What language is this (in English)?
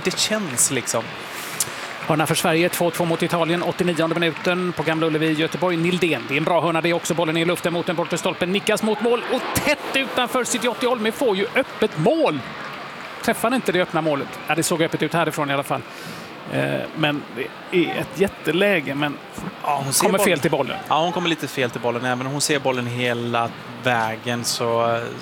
Swedish